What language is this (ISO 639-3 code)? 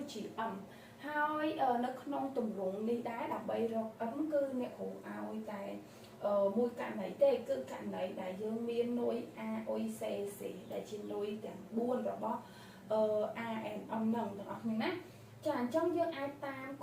khm